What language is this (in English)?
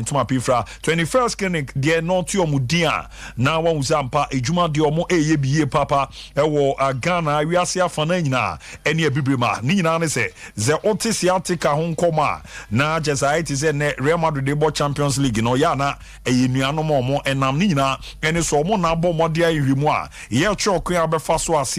Akan